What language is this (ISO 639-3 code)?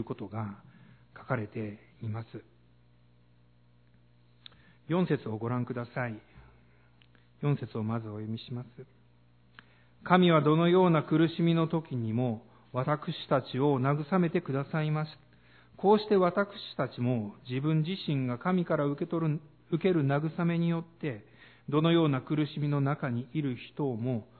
jpn